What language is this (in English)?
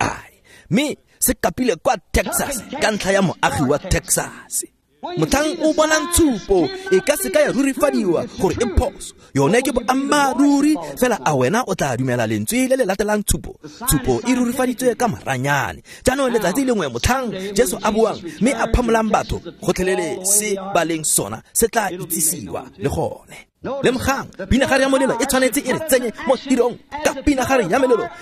Tswana